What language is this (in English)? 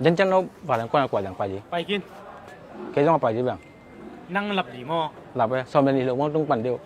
Tedim Chin